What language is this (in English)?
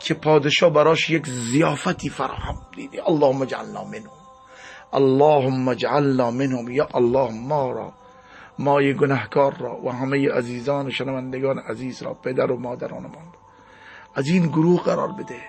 Persian